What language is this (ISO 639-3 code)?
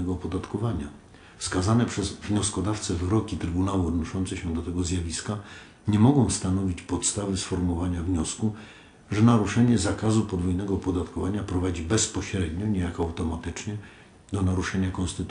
pol